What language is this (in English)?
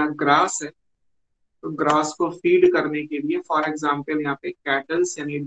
Hindi